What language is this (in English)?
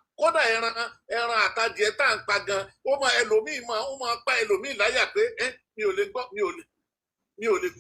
Yoruba